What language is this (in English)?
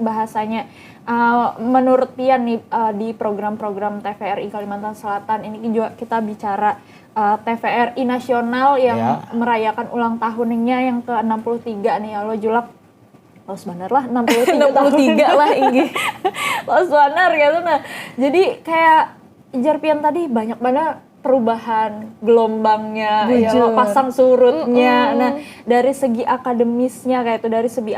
Banjar